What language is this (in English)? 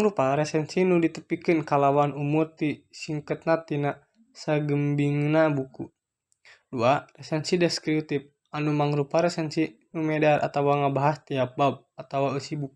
Sundanese